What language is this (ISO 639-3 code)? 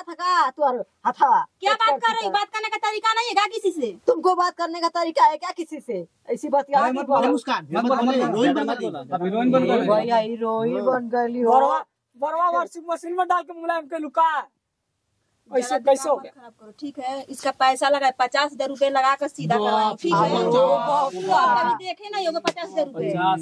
bho